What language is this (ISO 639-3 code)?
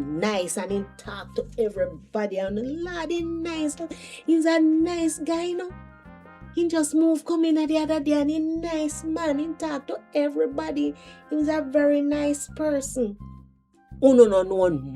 jam